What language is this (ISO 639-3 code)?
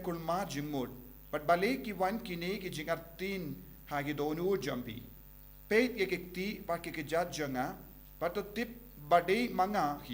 kha